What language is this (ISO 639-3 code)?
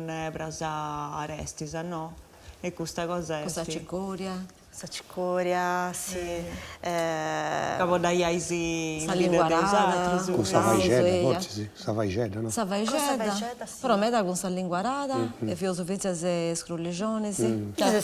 srd